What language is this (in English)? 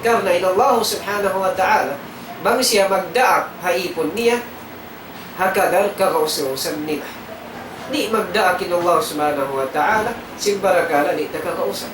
Tausug